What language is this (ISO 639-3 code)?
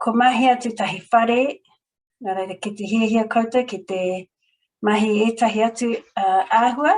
mri